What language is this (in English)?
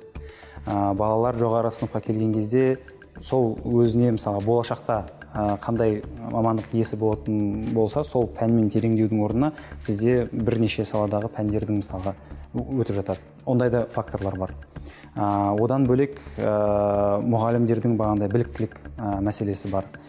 Kazakh